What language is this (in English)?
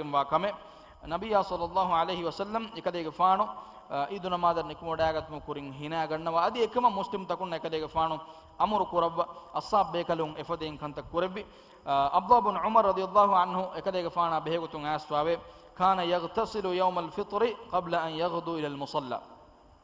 Divehi